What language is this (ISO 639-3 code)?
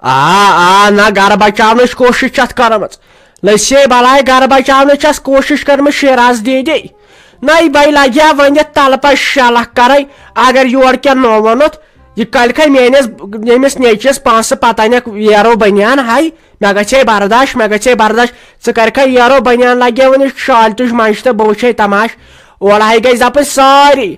kas